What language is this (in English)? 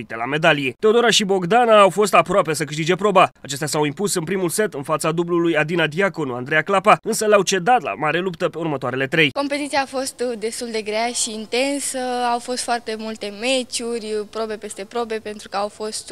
Romanian